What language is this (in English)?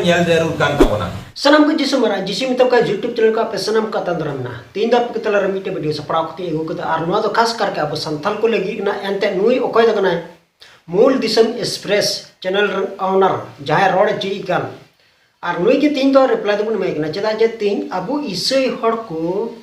Santali